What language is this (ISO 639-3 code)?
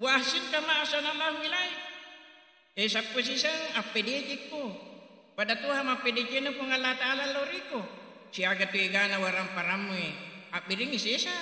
bug